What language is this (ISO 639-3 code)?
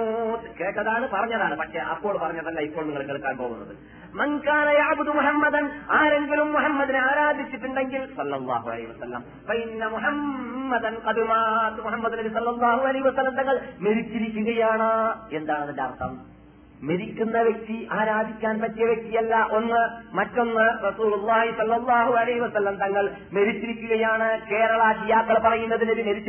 mal